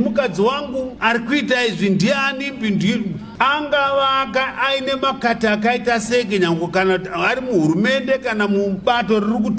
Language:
Shona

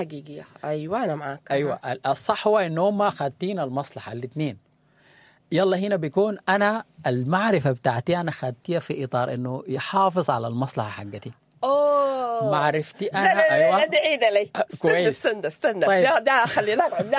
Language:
Sudanese Arabic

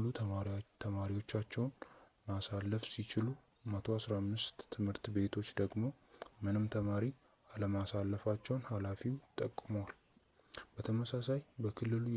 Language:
Amharic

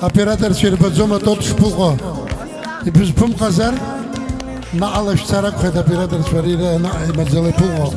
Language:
Abkhazian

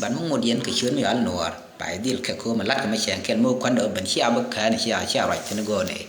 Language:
Nuer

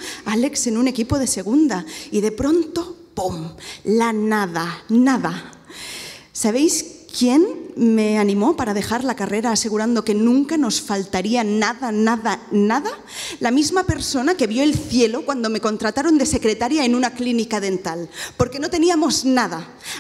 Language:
Spanish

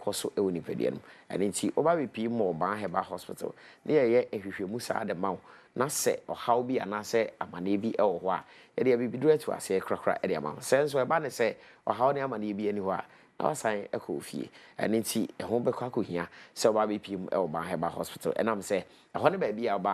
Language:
Akan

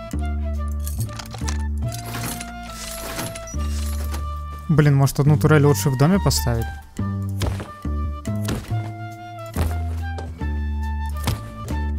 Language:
Russian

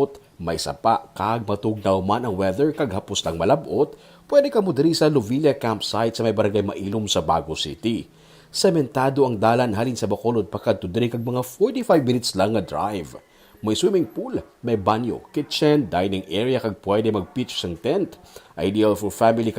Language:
Hiligaynon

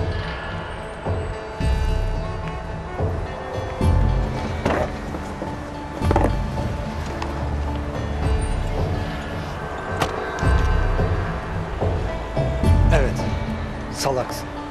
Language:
Turkish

